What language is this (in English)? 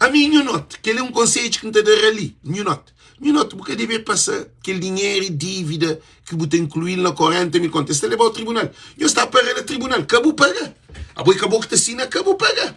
Kabuverdianu